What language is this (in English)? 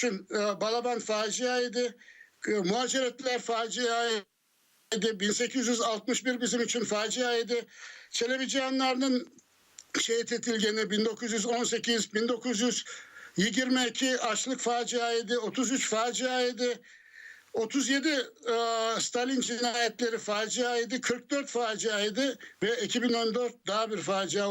Crimean Tatar